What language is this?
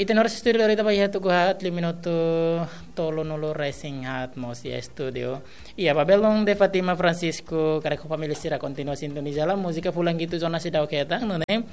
Tetum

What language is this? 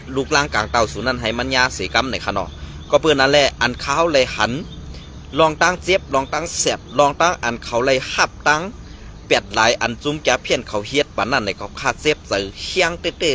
Shan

